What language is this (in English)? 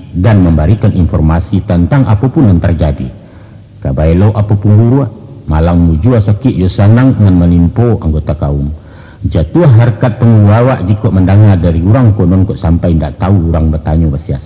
Minangkabau